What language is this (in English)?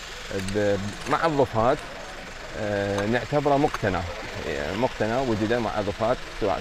North Levantine Arabic